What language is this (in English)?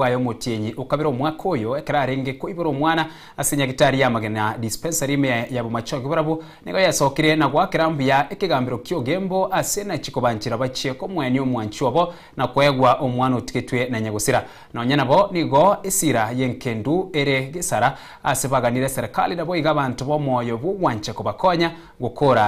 Gusii